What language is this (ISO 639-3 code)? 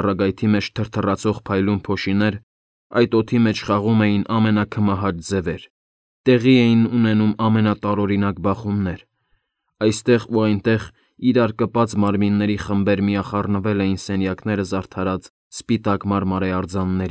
hye